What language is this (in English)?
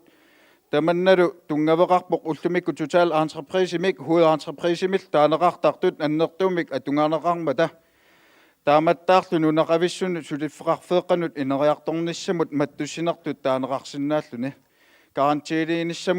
Kalaallisut